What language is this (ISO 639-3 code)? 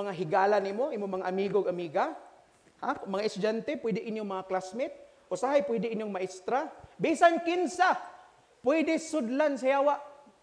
ceb